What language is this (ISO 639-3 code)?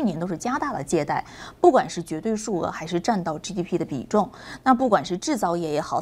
zho